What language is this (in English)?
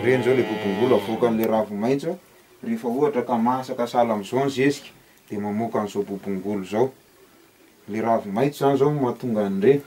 Malagasy